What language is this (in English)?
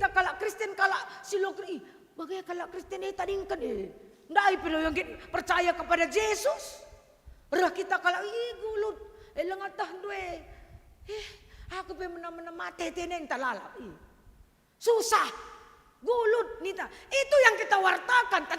Batak Karo